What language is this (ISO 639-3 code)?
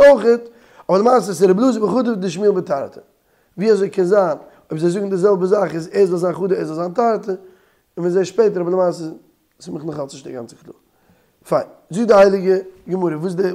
yid